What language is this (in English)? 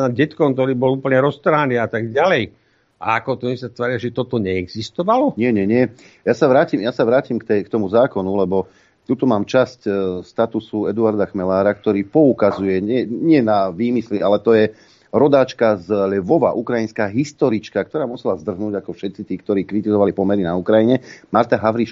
Slovak